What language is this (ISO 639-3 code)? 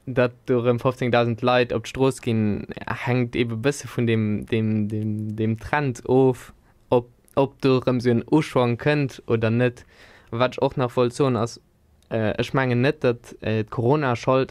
ltz